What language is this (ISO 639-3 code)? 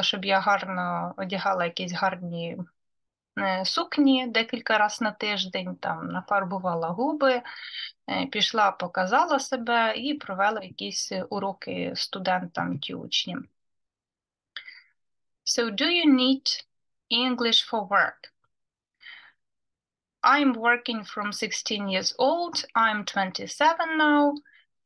ukr